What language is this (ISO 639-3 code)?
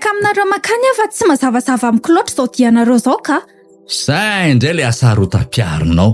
mlg